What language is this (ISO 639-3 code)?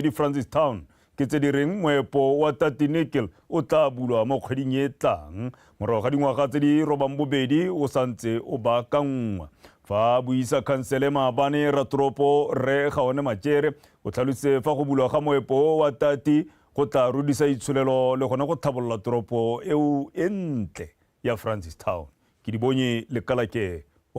tsn